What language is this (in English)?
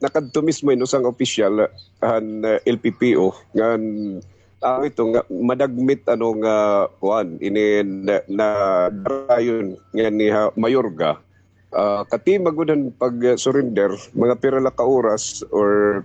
Waray